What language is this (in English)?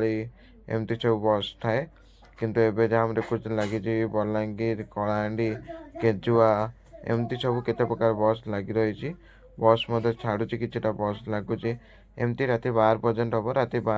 Odia